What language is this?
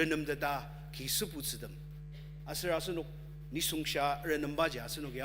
Ao Naga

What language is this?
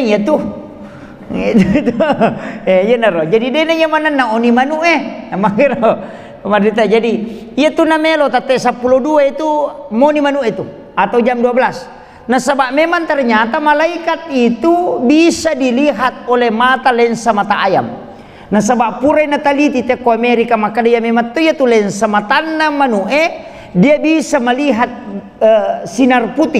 Buginese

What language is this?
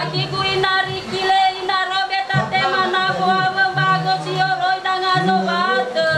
Nias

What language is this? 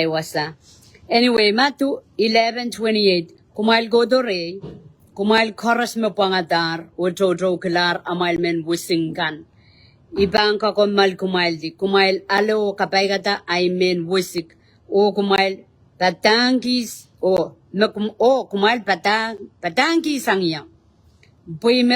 Pohnpeian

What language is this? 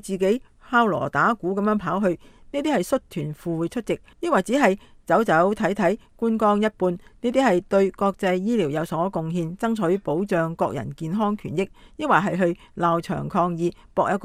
Cantonese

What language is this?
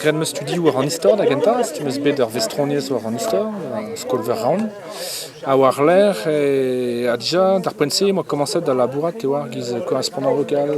Breton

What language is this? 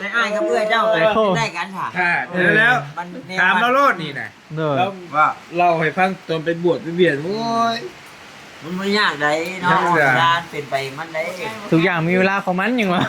Northeastern Thai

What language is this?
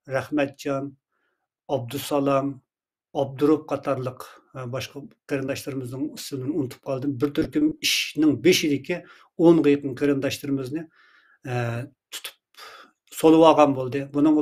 Uyghur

